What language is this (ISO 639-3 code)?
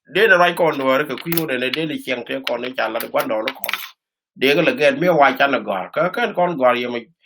nus